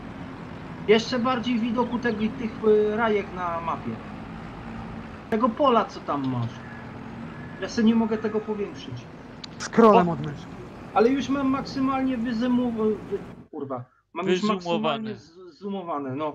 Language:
Polish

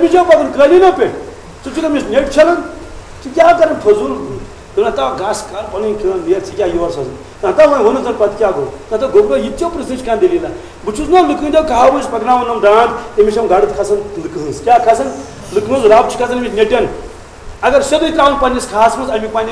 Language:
Kashmiri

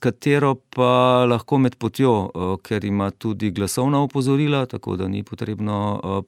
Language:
Slovenian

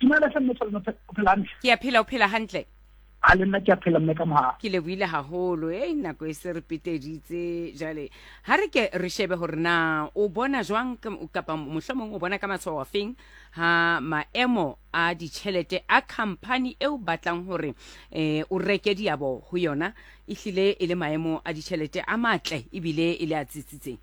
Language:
Southern Sotho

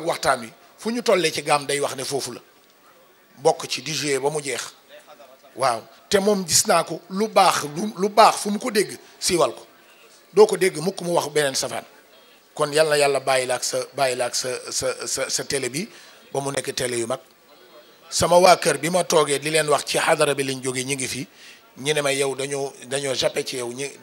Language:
Wolof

